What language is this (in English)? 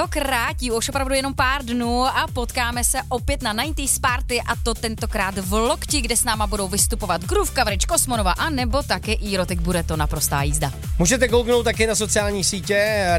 Czech